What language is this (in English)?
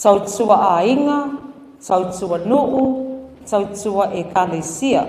Samoan